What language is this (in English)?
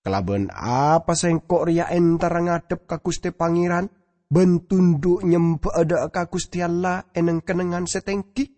Madurese